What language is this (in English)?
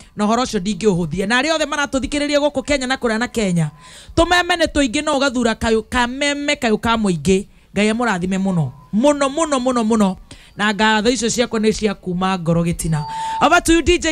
Kikuyu